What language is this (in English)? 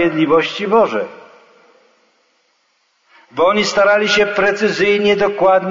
Polish